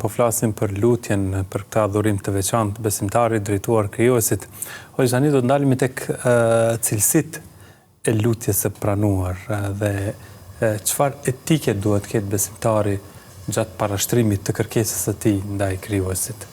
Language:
Albanian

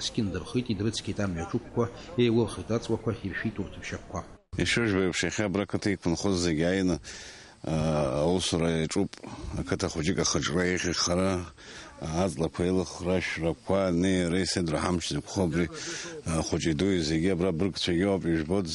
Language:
Abkhazian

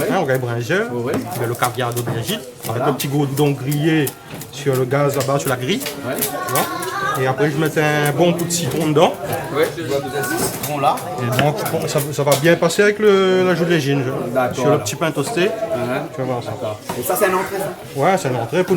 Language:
Réunion Creole French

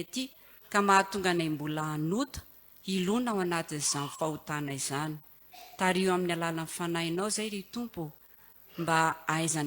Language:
Malagasy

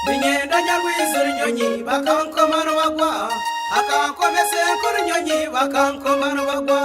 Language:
Nyankole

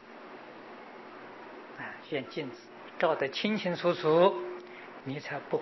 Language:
Chinese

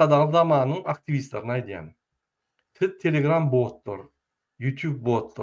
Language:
Turkmen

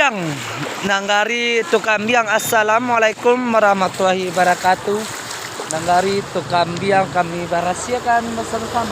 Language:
Minangkabau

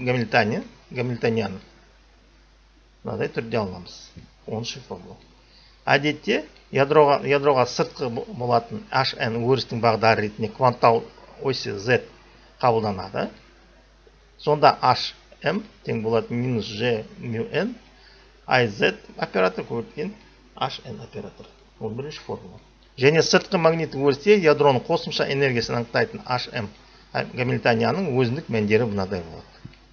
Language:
Kazakh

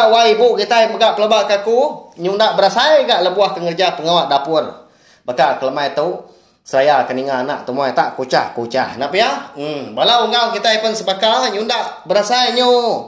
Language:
Iban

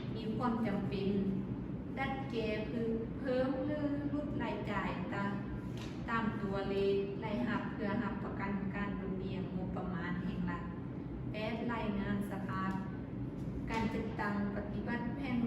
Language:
Lao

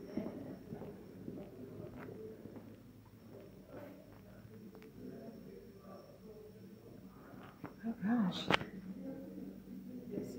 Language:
Swedish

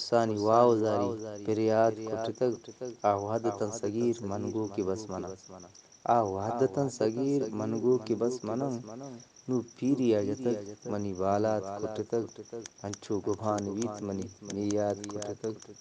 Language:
Eastern Balochi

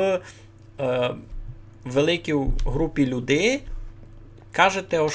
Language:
Rusyn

